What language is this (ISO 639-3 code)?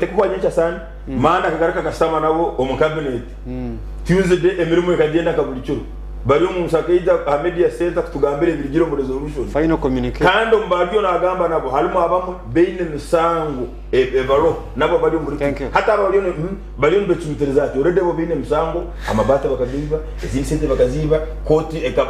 nyn